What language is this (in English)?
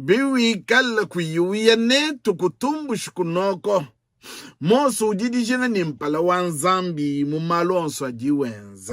Luba-Lulua